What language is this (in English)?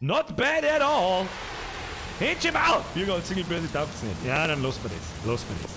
Bavarian